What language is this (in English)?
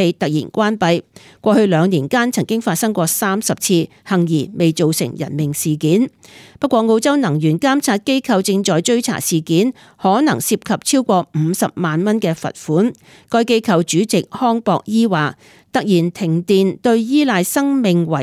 Cantonese